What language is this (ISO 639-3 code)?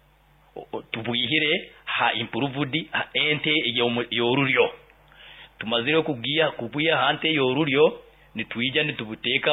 nyo